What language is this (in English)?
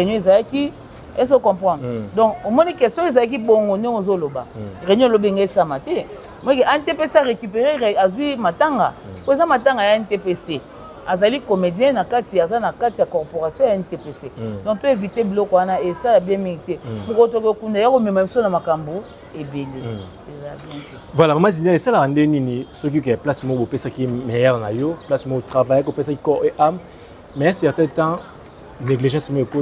Lingala